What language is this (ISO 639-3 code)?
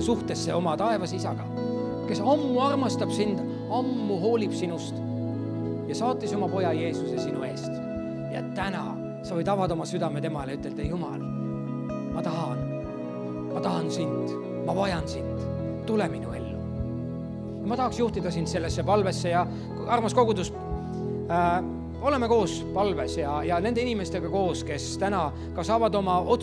est